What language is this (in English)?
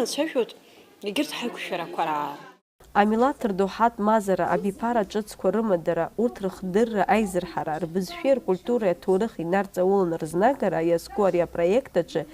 Abkhazian